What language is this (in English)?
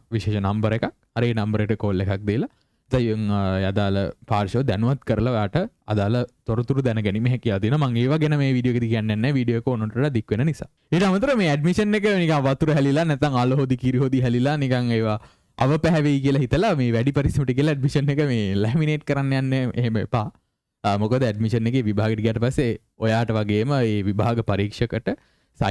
Sinhala